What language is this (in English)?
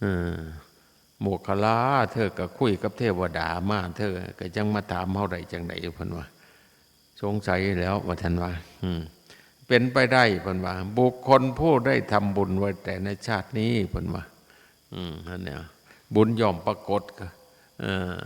Northeastern Thai